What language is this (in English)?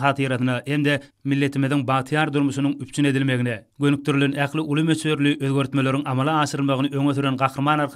Turkmen